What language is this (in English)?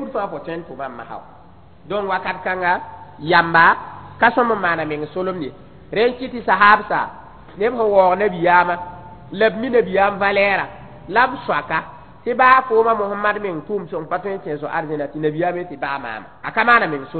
Mossi